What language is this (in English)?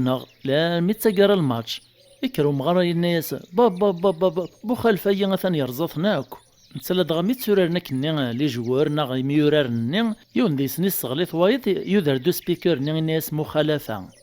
Kabyle